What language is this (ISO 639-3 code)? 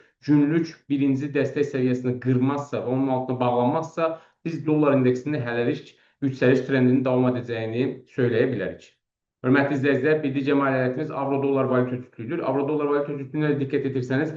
aze